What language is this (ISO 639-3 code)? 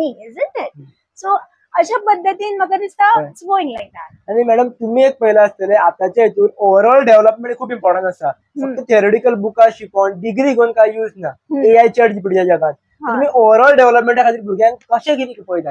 kok